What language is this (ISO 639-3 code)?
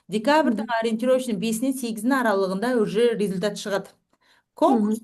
kaz